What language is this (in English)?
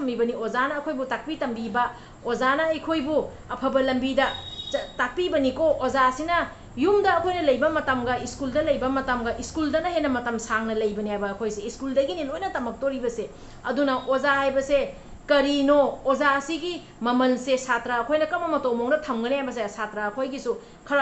Manipuri